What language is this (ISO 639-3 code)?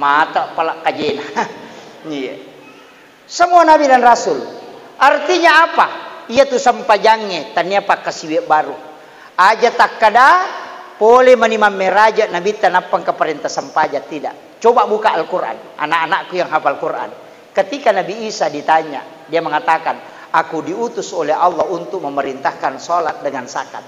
bug